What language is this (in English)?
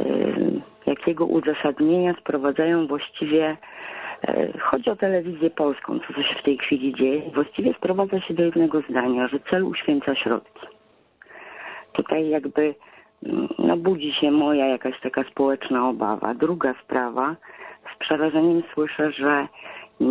Polish